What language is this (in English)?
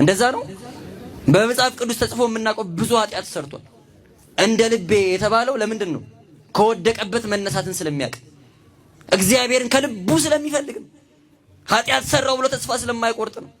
Amharic